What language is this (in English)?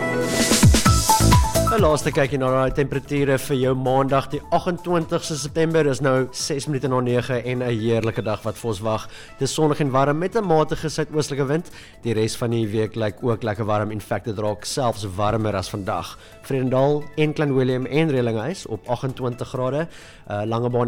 Afrikaans